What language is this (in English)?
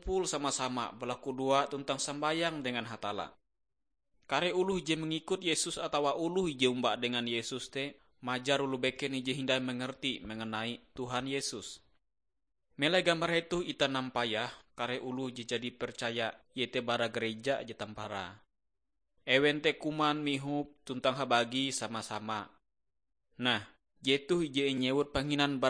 Ngaju